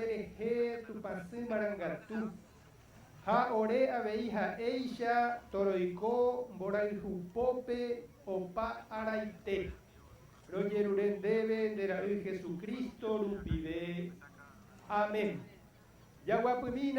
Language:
Guarani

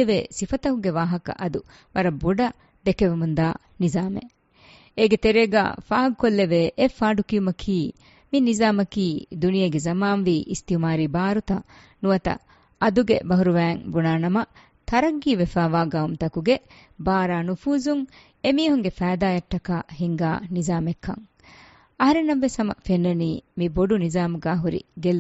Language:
Divehi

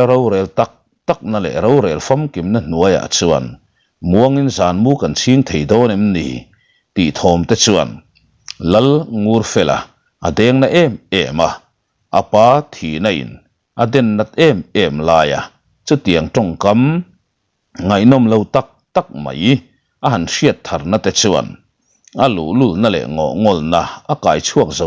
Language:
Mizo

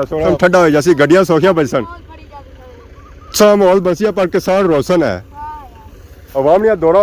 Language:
Pahari-Potwari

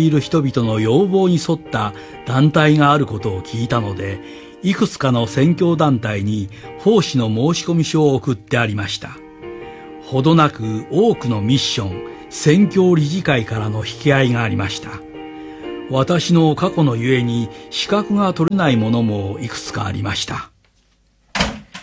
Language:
Japanese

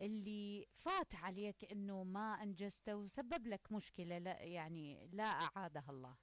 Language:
Mesopotamian Arabic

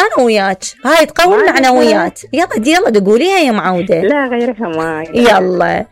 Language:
Mesopotamian Arabic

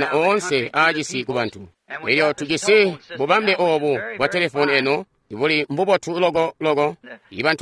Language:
Tonga (Zambia)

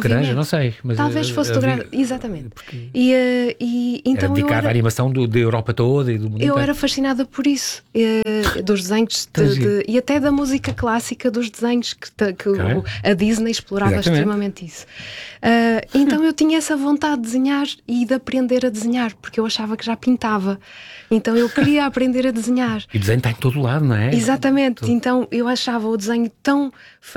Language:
Portuguese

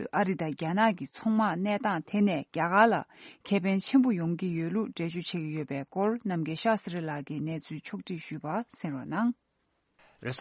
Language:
Tibetan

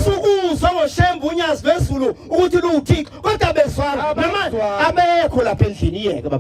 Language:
Zulu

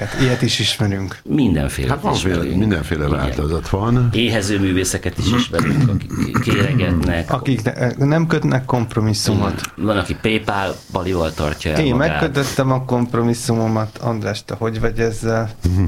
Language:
Hungarian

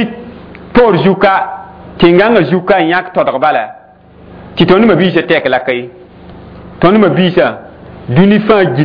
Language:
Mossi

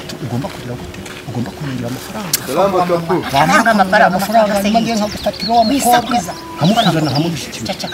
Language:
Kinyarwanda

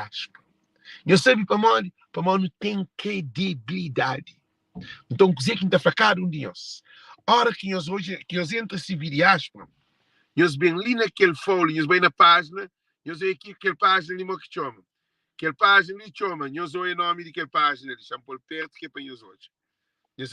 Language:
Kabuverdianu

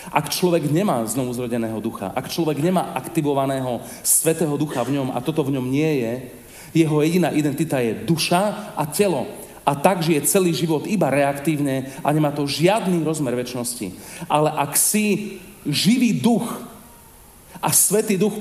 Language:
Slovak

